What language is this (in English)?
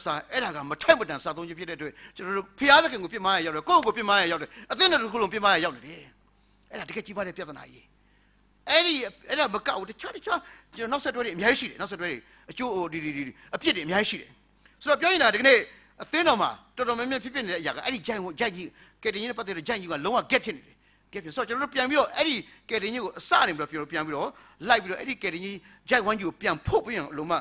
Burmese